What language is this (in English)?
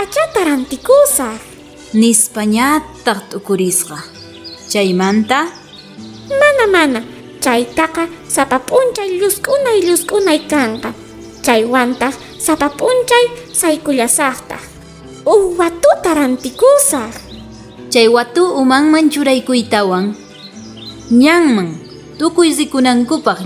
South Bolivian Quechua